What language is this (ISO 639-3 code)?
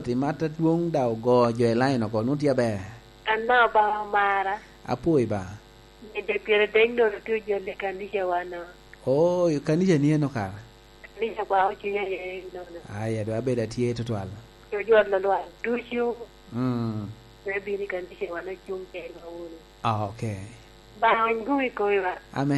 laj